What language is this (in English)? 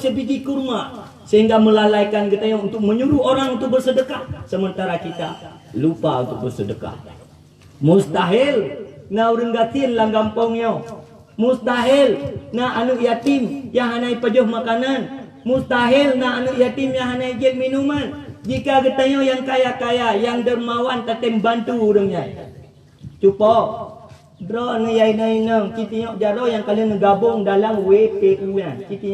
Achinese